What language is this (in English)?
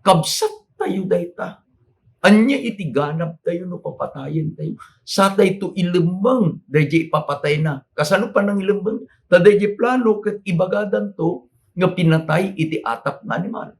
Iloko